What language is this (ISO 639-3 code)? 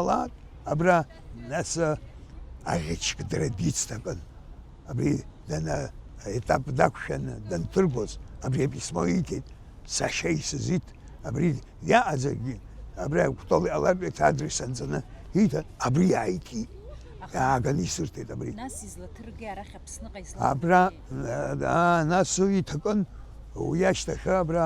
abk